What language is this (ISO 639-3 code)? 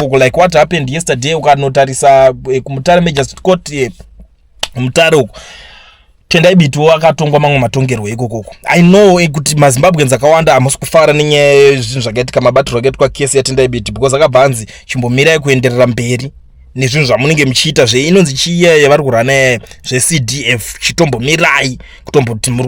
sna